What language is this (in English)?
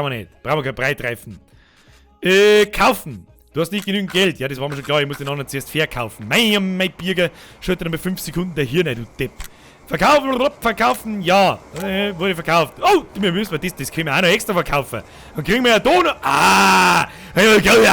Bavarian